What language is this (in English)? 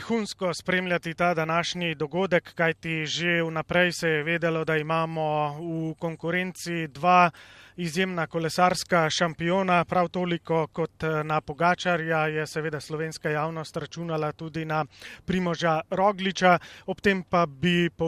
Slovenian